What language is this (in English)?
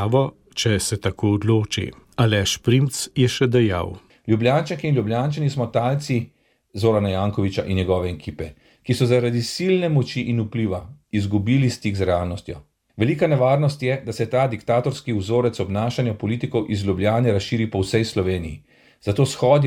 Slovenian